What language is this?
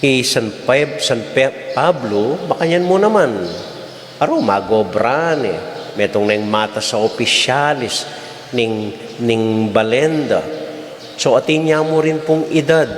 Pampanga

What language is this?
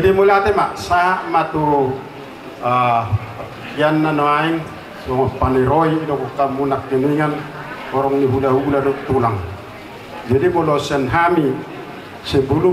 Batak Toba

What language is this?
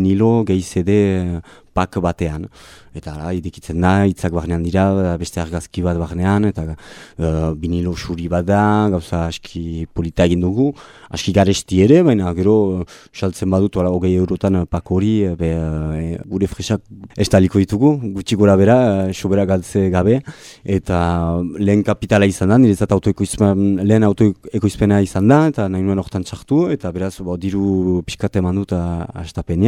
Basque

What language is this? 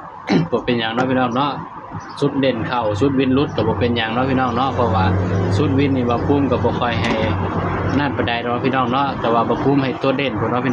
Northeastern Thai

